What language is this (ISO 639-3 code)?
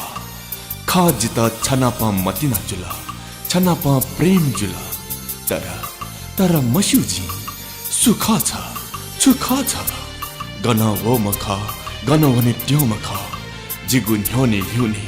new